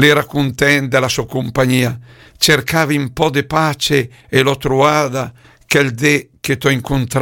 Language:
Lombard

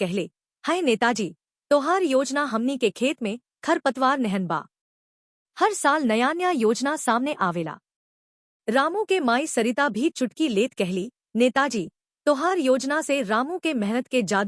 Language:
Bhojpuri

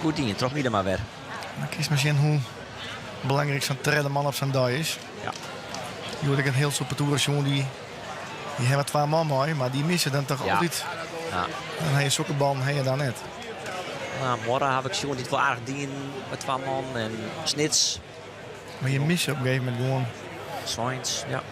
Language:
Western Frisian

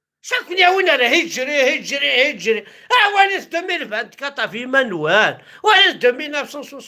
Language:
Kabyle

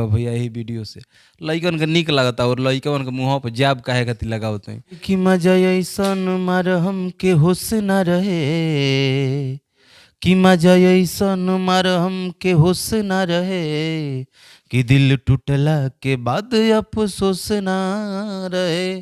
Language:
Bhojpuri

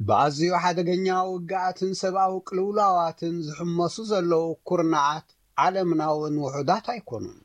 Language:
Tigrinya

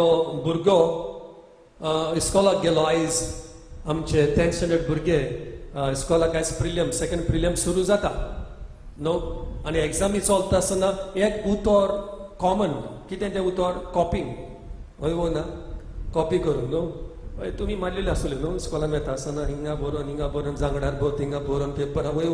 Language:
Konkani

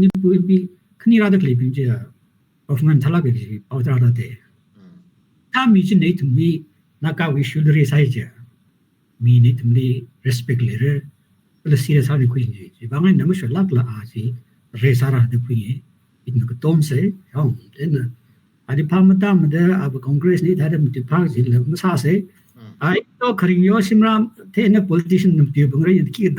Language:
Tangkhul Naga (India)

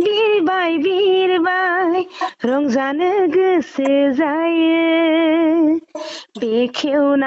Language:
Bodo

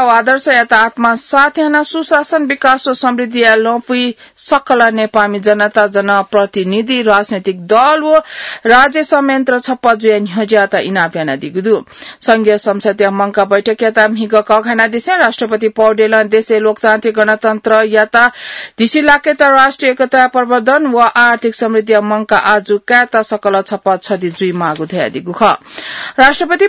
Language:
Newari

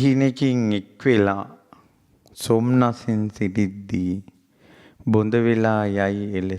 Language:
Sinhala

